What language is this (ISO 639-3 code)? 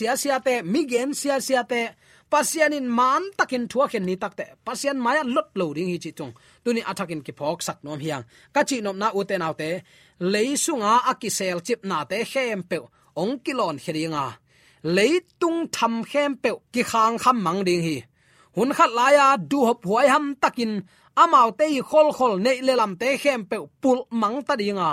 ctd